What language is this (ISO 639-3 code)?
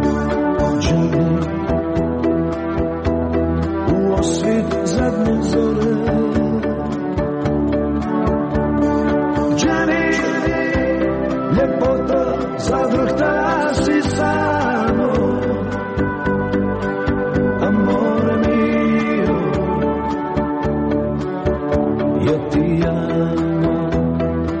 hrv